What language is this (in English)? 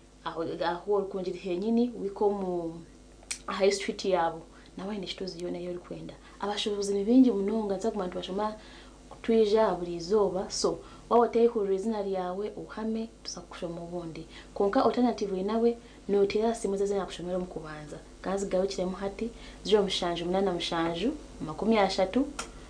Nyankole